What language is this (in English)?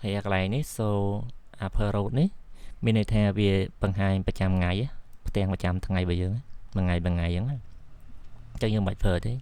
Khmer